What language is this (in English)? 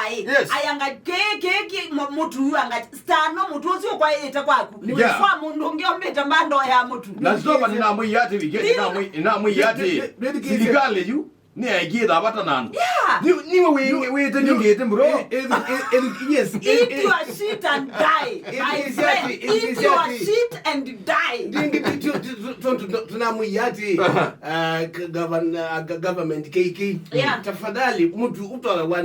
Kamba